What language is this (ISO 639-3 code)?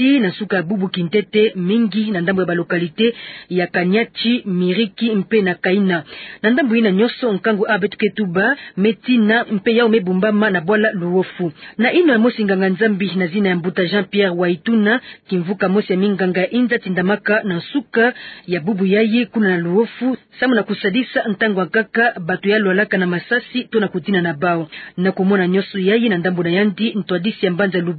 ktu